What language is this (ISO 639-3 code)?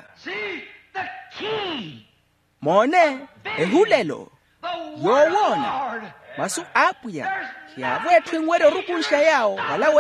vmw